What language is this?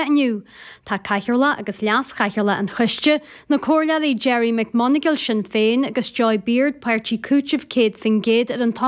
Irish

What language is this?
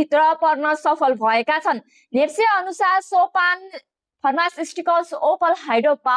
Nepali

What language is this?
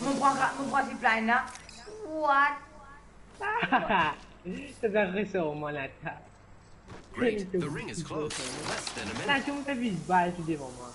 Morisyen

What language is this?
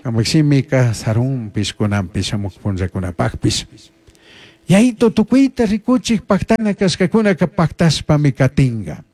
Chimborazo Highland Quichua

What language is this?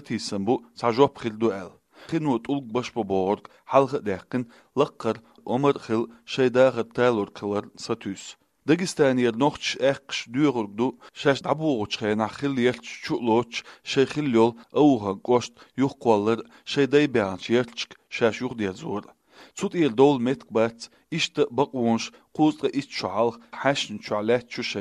Chechen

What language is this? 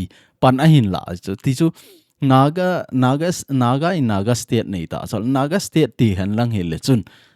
Thado Chin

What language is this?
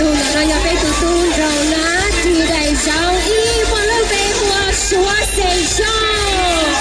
Hmong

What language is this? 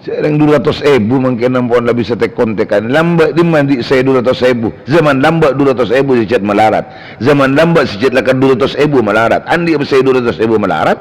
Madurese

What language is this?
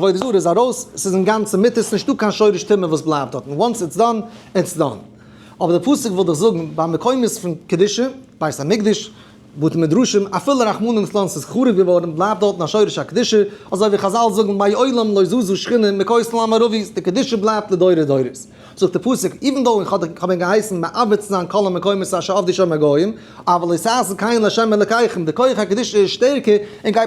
Yiddish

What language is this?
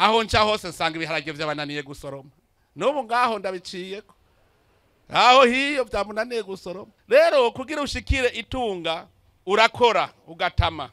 Rundi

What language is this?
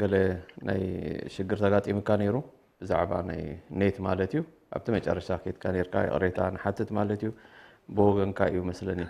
Tigrinya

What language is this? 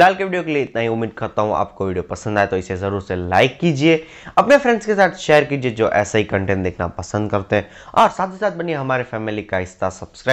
Hindi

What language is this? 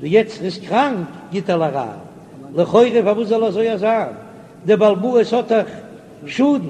Yiddish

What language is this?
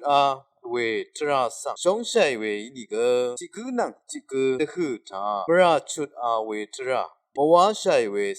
Rawang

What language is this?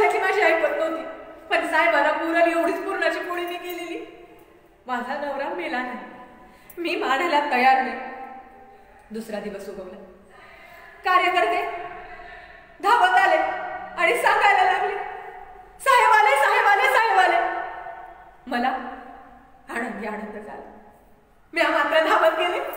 Marathi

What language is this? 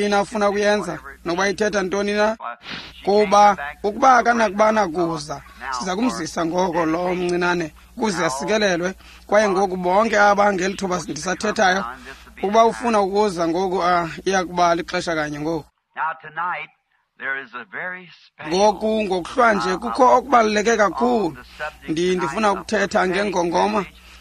Xhosa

